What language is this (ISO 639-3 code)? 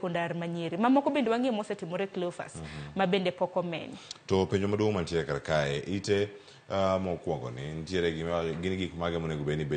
luo